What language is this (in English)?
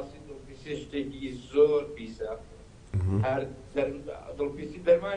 Central Kurdish